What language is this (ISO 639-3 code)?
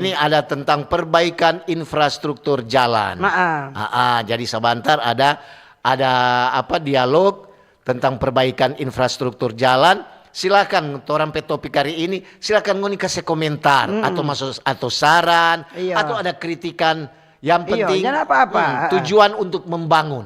xmm